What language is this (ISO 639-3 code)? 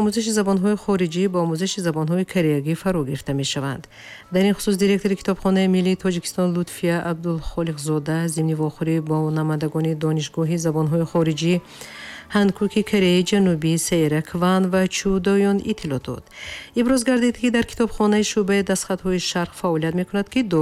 tgk